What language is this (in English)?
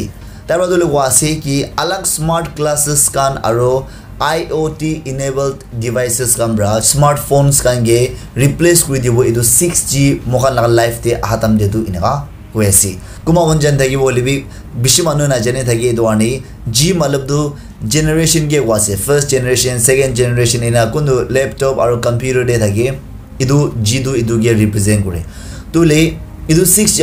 Naga Pidgin